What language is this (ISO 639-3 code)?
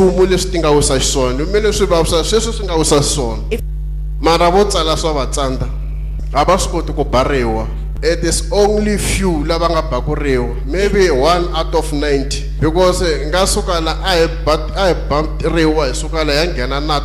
tso